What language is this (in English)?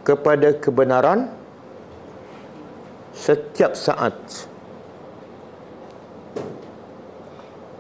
Malay